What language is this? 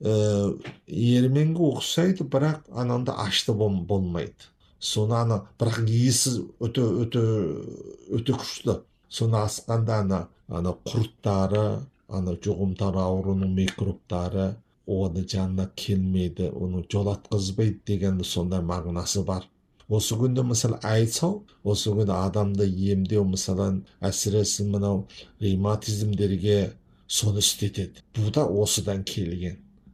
Kazakh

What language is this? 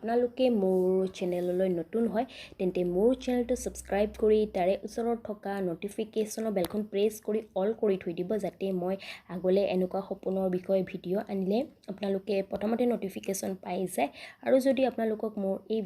Assamese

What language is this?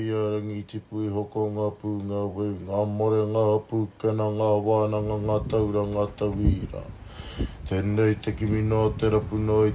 Māori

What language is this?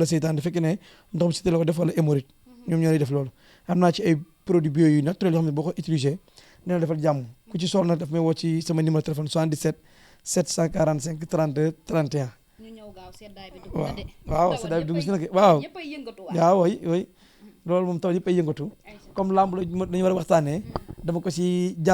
Wolof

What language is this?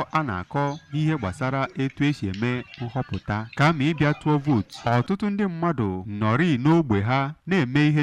Igbo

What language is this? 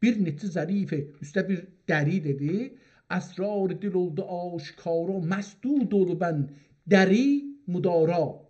South Azerbaijani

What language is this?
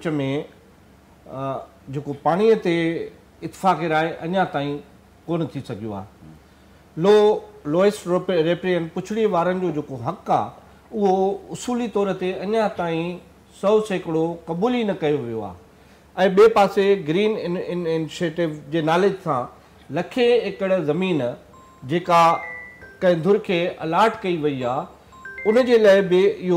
Sindhi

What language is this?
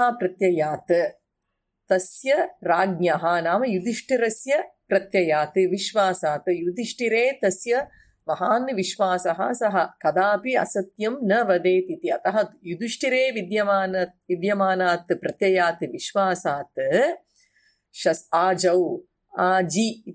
Sanskrit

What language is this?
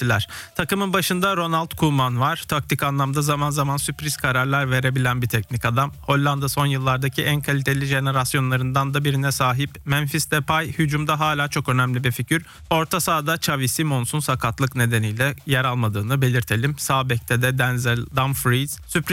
Turkish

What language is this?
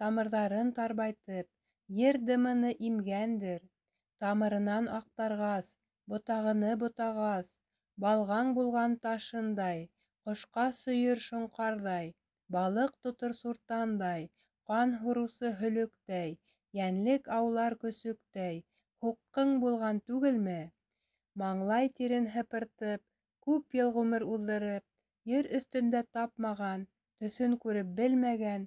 Bashkir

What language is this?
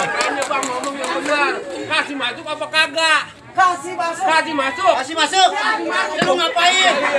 Betawi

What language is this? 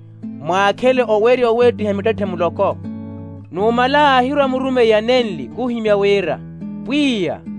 Makhuwa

